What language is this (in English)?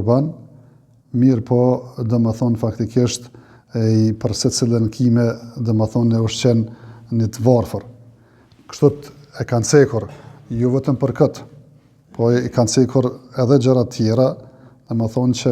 Albanian